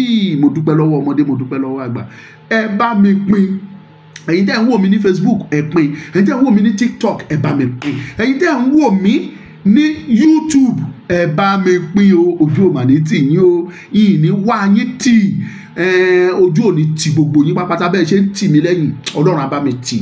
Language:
Yoruba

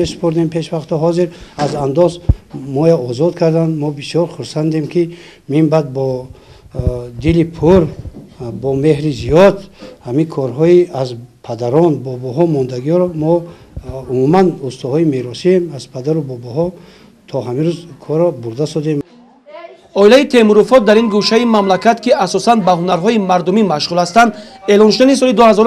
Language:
Tajik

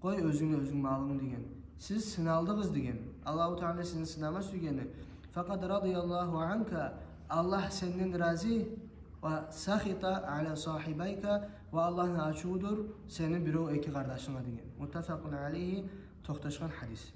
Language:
Kumyk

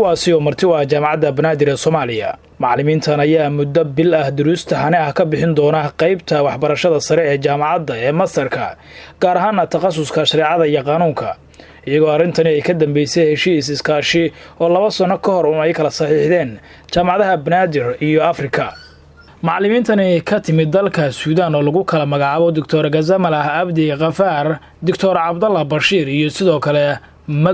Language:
Somali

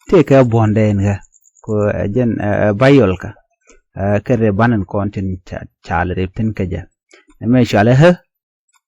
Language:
Nuer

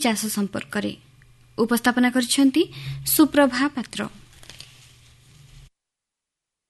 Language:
Odia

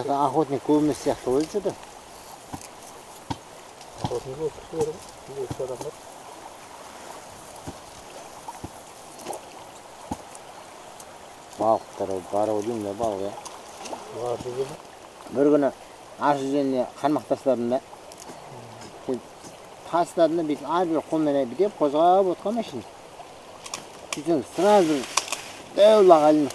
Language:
Kazakh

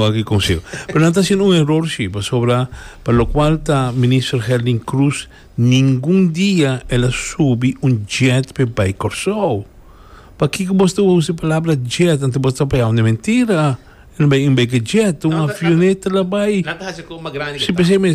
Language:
Papiamento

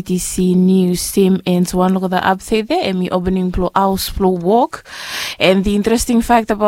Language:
Bislama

